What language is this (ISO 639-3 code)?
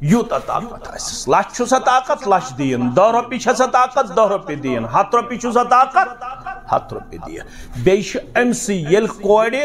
kas